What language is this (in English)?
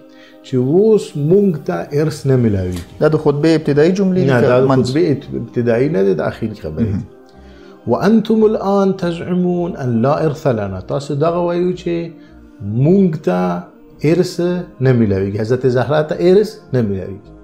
Pashto